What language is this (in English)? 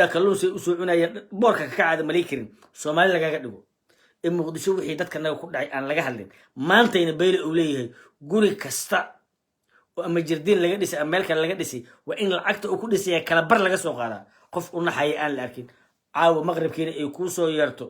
Somali